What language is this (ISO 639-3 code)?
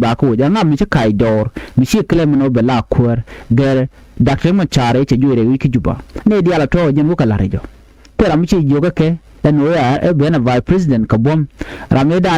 nus